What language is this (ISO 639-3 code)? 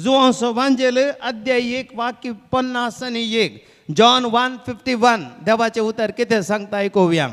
kok